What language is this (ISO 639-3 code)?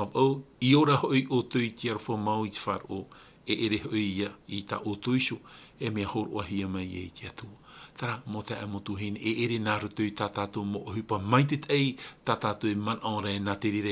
tah